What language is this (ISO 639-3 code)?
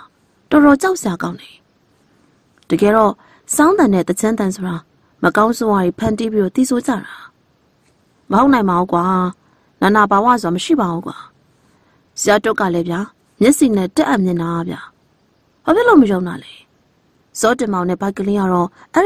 mya